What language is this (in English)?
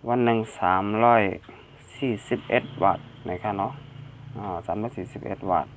Shan